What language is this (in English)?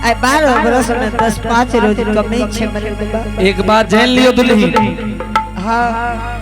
Angika